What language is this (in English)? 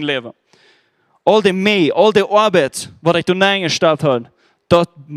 Plautdietsch